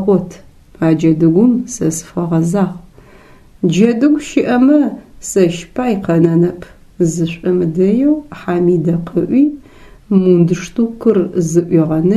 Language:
Adyghe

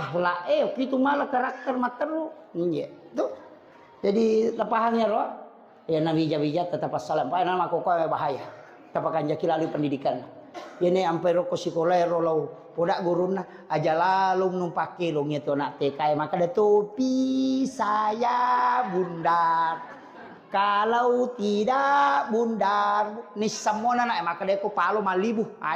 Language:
Buginese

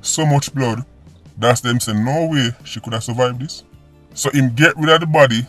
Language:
Jamaican Creole English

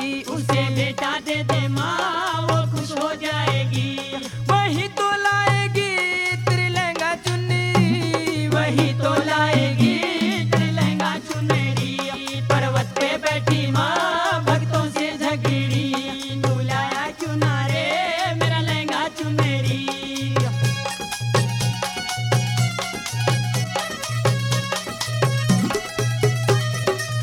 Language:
Hindi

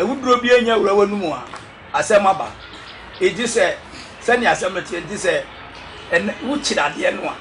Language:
Akan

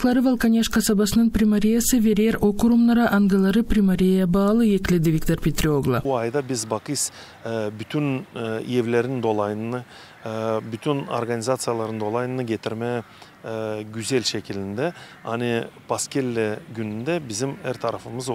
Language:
Gagauz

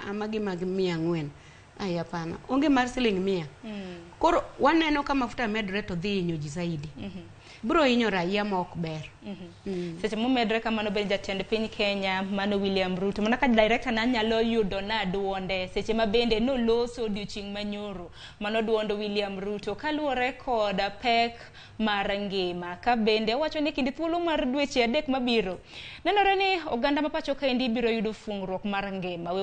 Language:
Luo (Kenya and Tanzania)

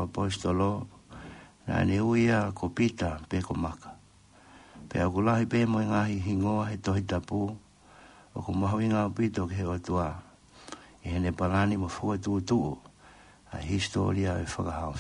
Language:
Tongan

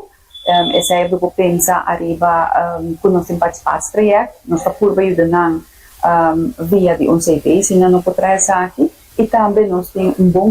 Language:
Papiamento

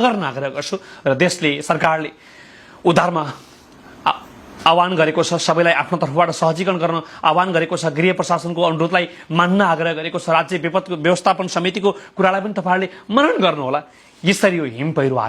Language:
Nepali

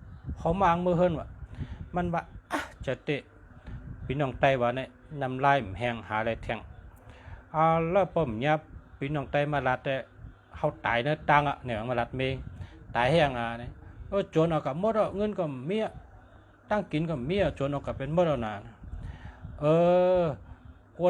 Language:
Shan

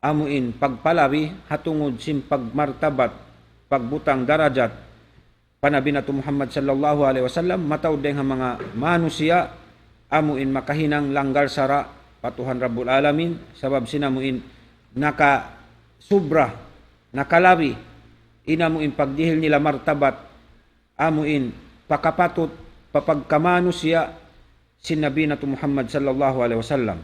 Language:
Tausug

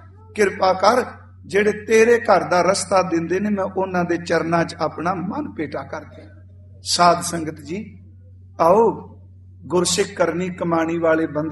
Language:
Punjabi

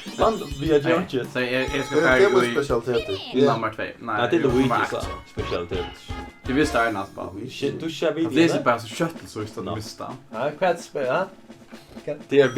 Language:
Faroese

